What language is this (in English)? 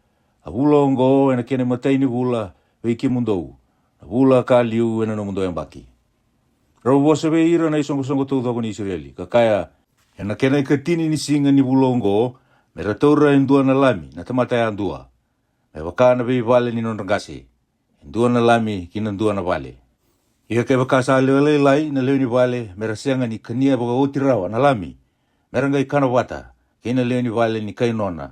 Fijian